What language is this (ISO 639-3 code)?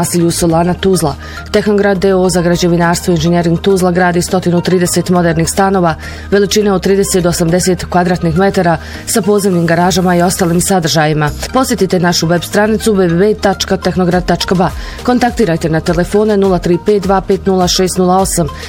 bos